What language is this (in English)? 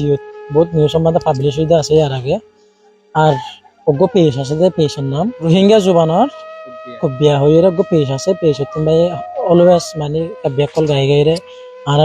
Rohingya